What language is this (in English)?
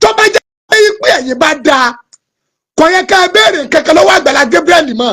Yoruba